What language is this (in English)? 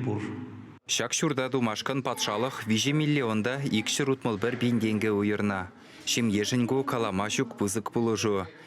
Chuvash